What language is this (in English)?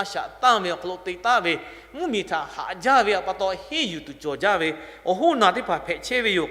Lahu